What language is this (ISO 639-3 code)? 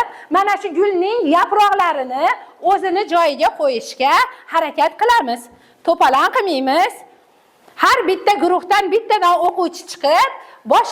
uzb